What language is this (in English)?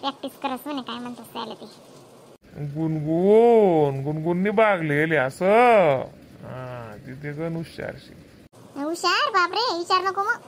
Khandesi